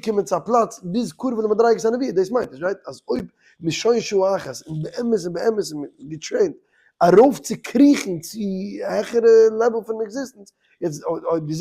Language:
Yiddish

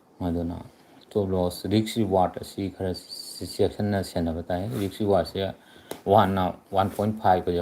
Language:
Manipuri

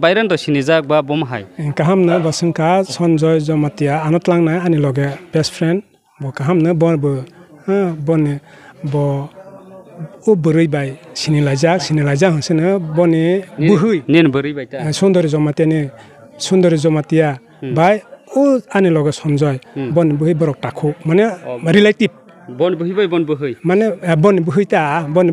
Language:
Kok Borok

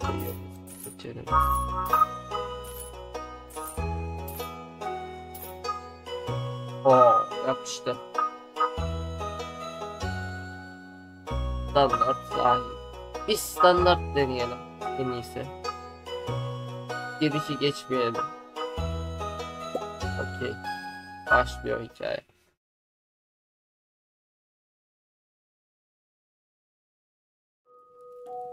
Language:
Turkish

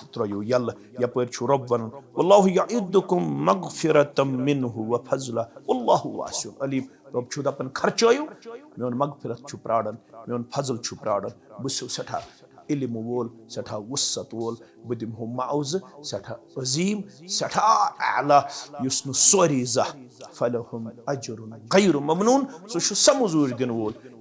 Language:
Kashmiri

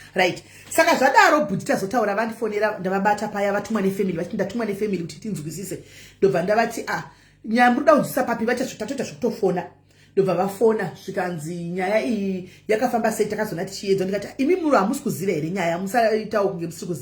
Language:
Shona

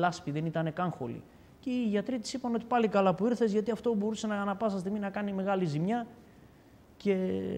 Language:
Greek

